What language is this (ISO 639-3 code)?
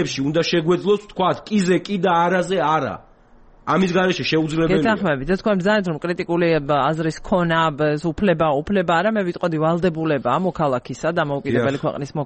kat